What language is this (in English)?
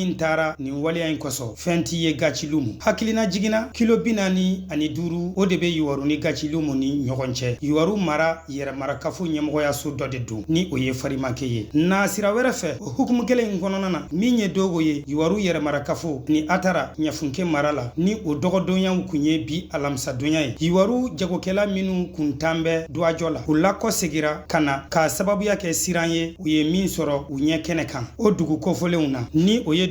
Bambara